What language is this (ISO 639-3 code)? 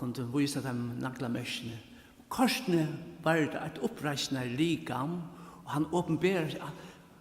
fao